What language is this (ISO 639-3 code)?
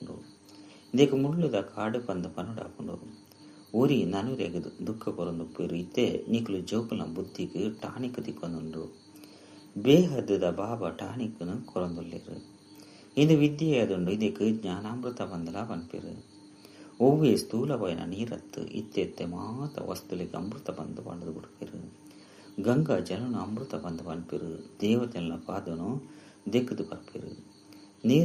tcy